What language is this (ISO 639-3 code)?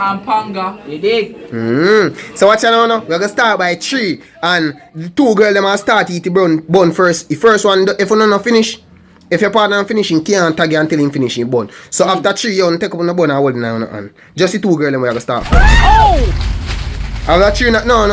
jam